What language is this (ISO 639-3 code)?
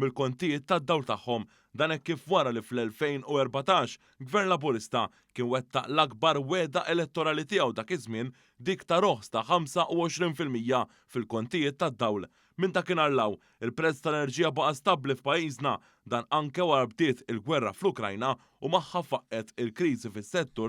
mlt